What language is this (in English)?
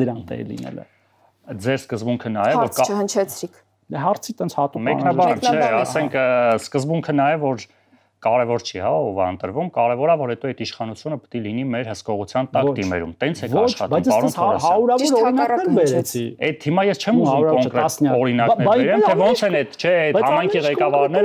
Armenian